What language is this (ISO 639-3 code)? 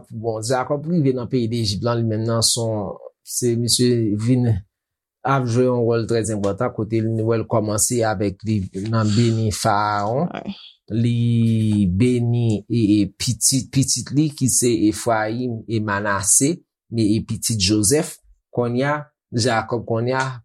hat